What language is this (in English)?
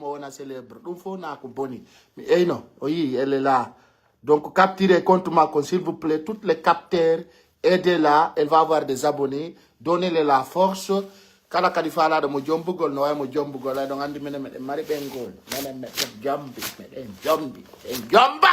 Pular